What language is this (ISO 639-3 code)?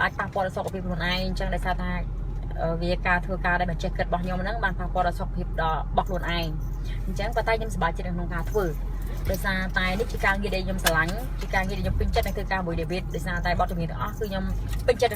khm